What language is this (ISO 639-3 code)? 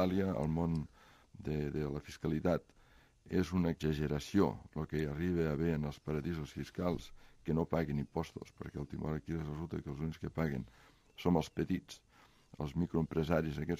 cat